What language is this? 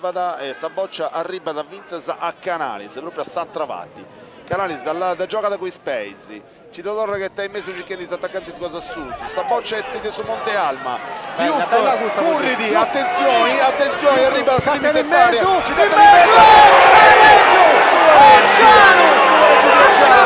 Sardinian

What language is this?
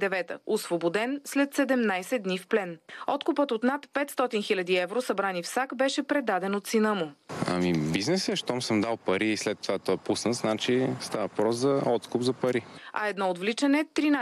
Bulgarian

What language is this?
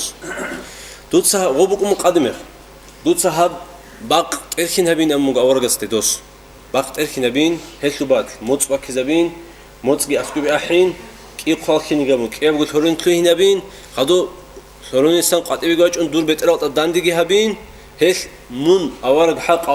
Avaric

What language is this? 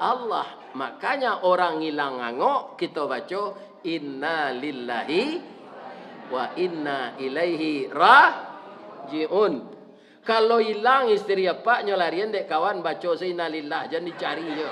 Minangkabau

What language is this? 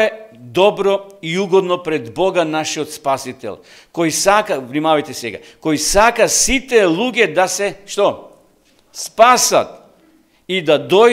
Macedonian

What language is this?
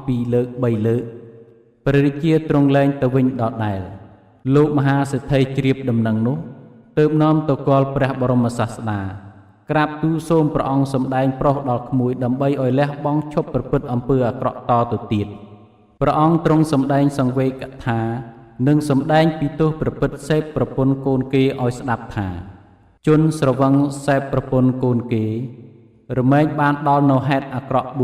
Khmer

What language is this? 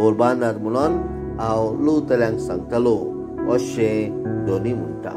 Konkani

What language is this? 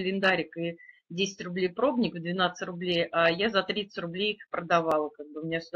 Russian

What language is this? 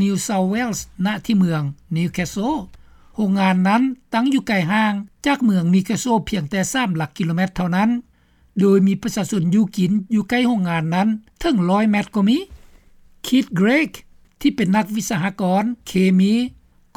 Lao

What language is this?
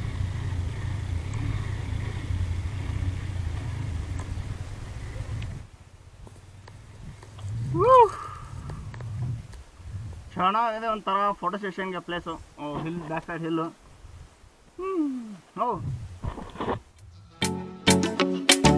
Kannada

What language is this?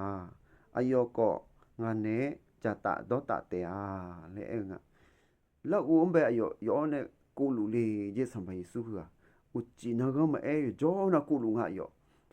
Akha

